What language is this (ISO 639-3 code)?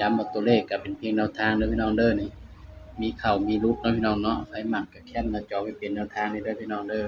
tts